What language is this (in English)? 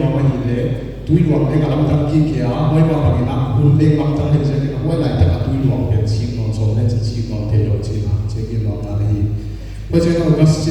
Paite Chin